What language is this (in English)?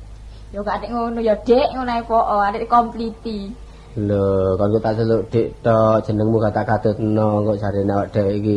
Javanese